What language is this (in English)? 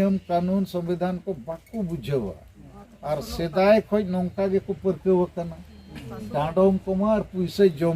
Santali